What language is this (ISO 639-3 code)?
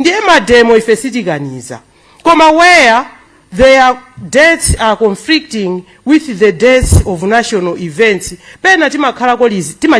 nya